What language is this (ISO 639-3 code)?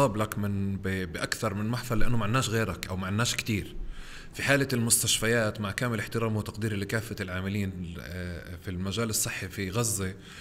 apc